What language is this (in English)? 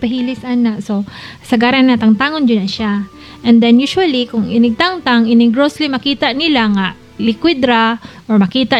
Cebuano